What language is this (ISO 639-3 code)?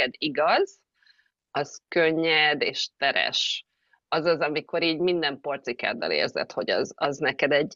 hun